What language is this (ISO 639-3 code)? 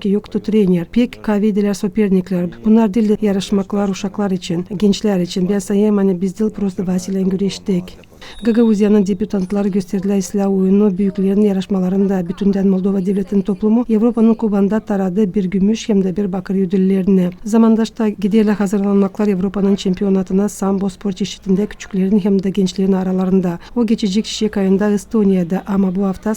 gag